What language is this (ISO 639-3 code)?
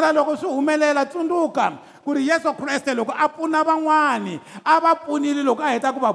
tso